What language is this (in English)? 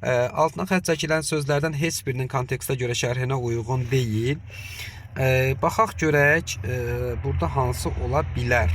Azerbaijani